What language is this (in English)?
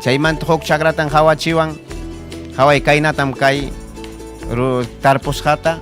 Ayacucho Quechua